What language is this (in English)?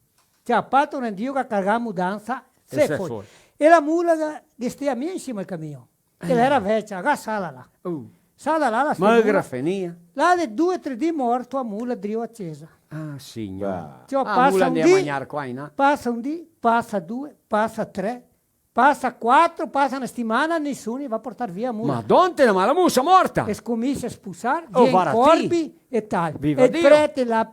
Venetian